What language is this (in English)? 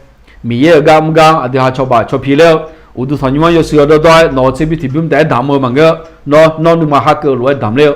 Akha